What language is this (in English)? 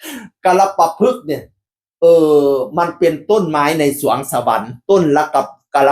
Northeastern Thai